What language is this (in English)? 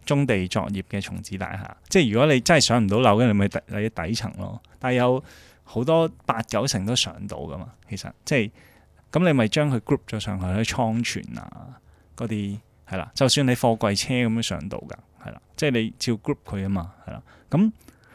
Cantonese